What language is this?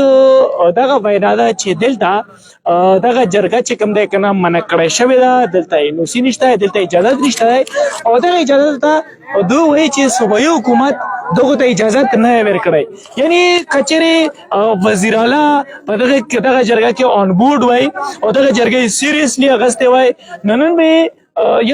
Pashto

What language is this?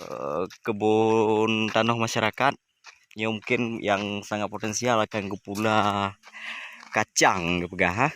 Achinese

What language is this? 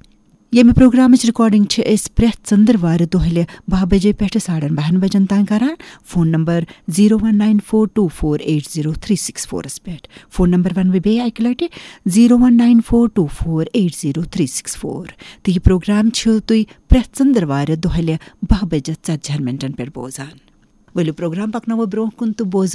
Kashmiri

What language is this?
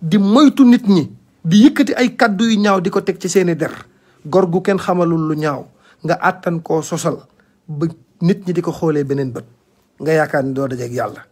Wolof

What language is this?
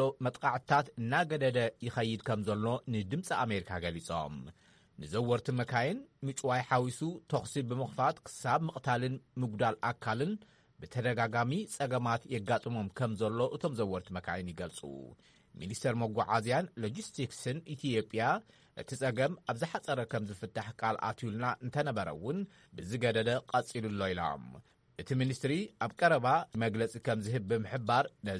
Tigrinya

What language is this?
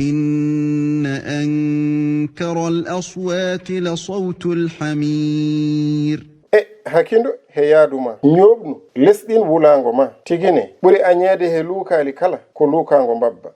Fula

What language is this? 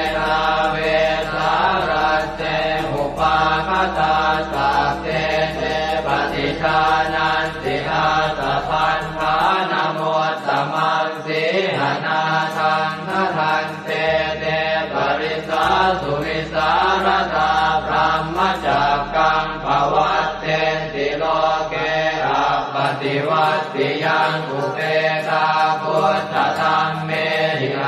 Pali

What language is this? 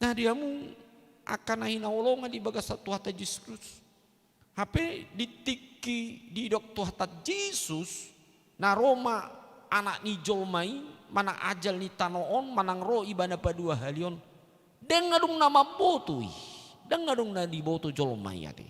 Batak Toba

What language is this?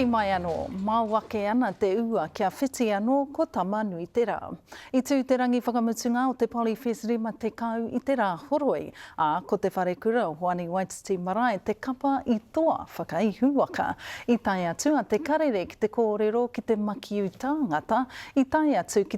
Māori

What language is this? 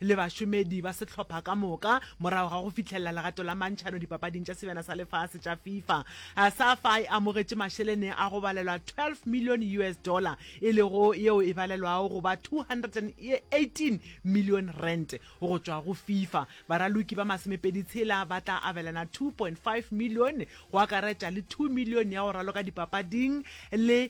Northern Sotho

